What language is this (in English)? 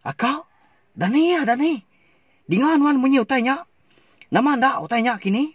Iban